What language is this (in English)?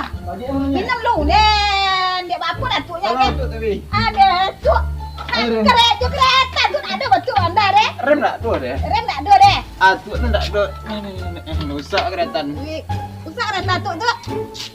Minangkabau